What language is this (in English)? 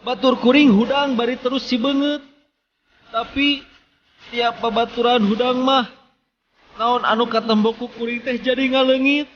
Sundanese